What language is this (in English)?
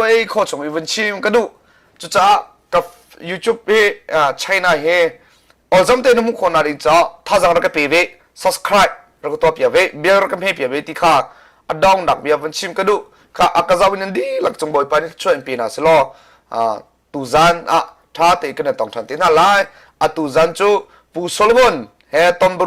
Hakha Chin